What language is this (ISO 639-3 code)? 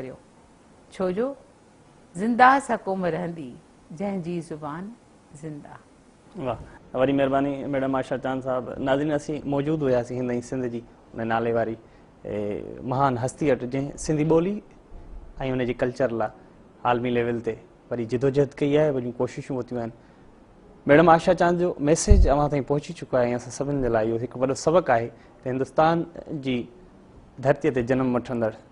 snd